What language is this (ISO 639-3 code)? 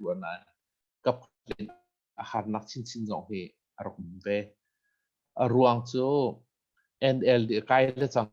cnh